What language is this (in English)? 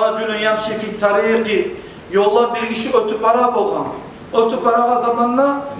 Kumyk